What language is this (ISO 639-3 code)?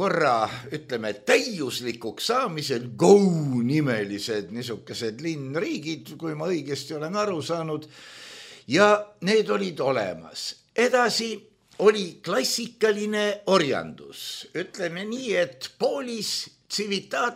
est